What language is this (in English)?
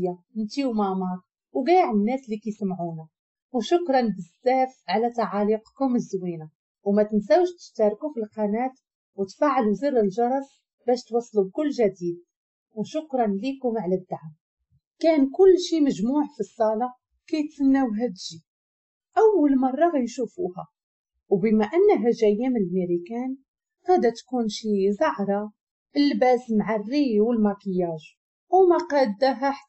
Moroccan Arabic